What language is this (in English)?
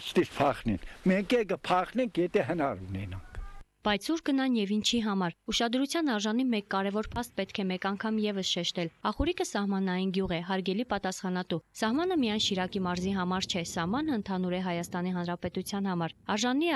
Armenian